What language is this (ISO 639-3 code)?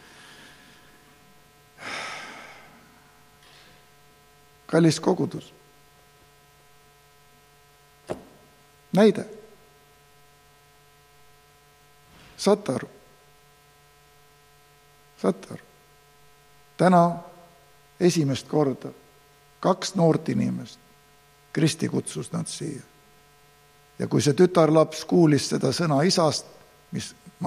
est